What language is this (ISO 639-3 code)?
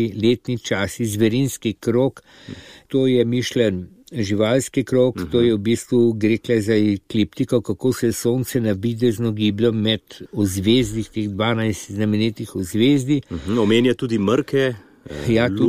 slv